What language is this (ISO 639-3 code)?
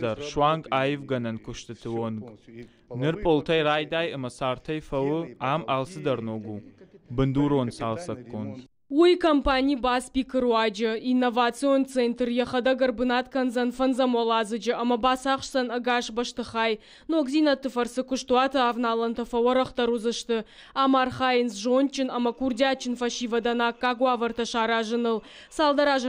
oss